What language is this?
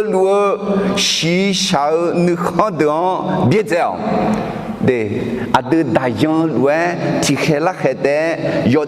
Akha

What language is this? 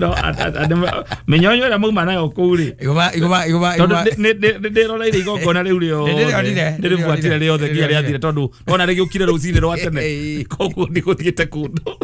Kikuyu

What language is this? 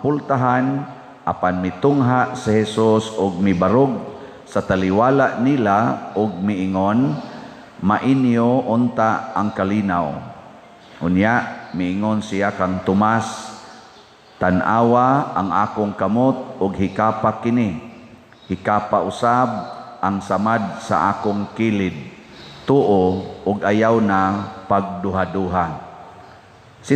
Cebuano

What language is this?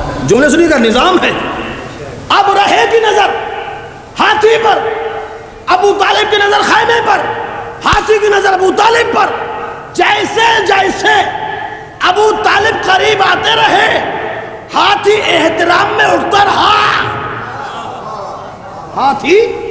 Urdu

